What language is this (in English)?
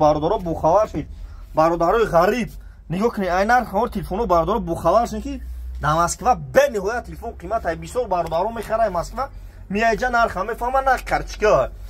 Tajik